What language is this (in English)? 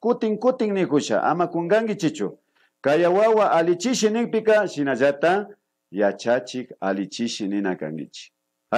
Imbabura Highland Quichua